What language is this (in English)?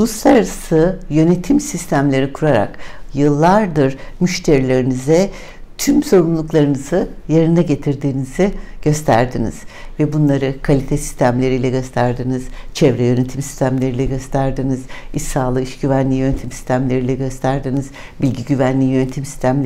Turkish